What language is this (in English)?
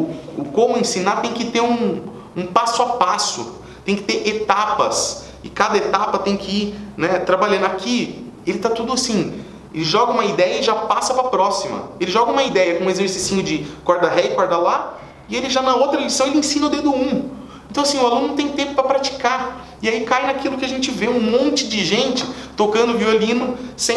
Portuguese